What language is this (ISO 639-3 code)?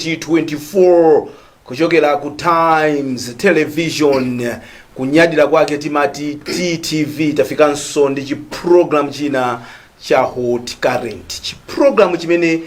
nya